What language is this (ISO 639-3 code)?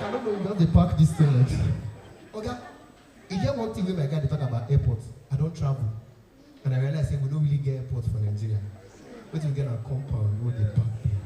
pcm